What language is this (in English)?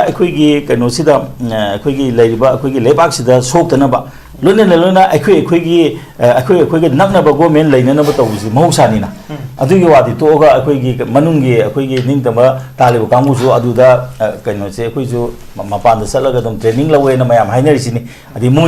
Manipuri